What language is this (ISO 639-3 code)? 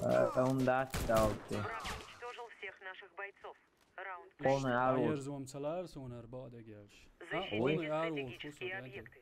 che